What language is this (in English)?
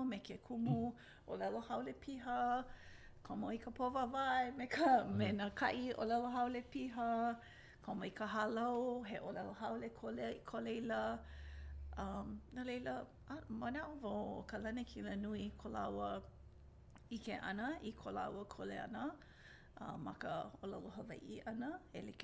Hawaiian